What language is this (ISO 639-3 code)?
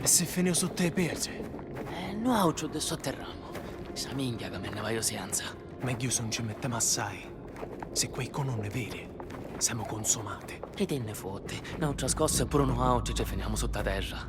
scn